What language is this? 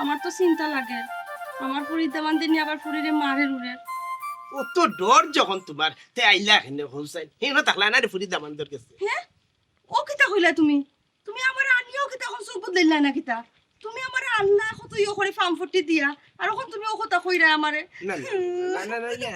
Sylheti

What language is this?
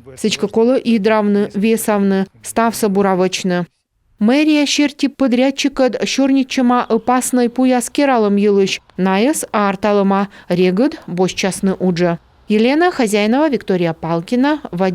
Komi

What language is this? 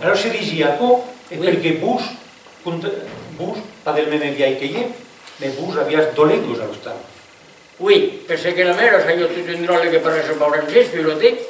Occitan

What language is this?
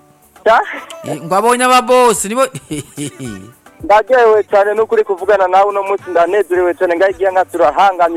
Rundi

